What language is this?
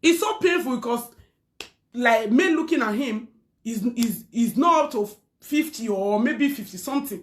Nigerian Pidgin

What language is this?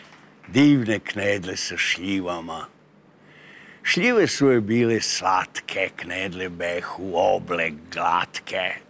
Serbian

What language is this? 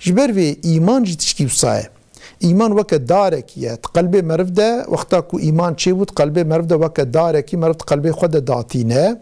Kurdish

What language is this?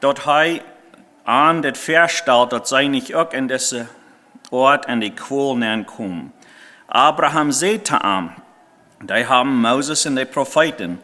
Plautdietsch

